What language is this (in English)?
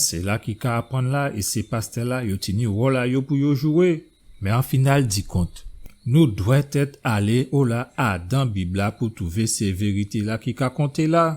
Guadeloupean Creole French